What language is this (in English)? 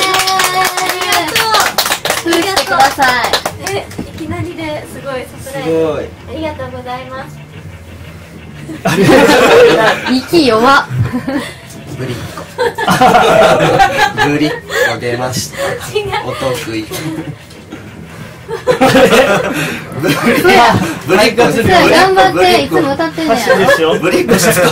Japanese